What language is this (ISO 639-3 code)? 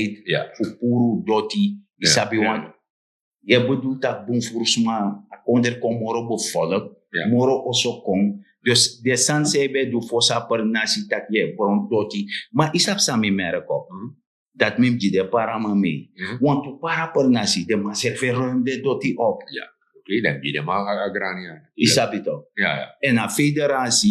srn